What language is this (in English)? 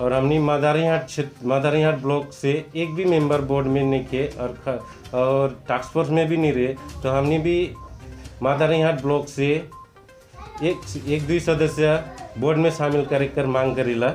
Sadri